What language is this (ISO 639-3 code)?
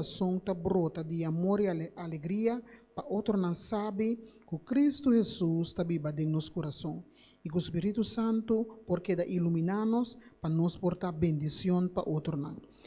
pap